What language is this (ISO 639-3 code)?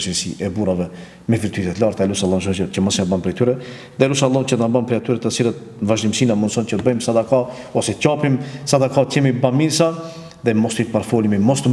sqi